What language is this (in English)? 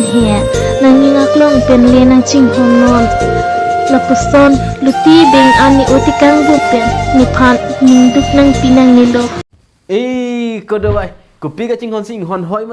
Karbi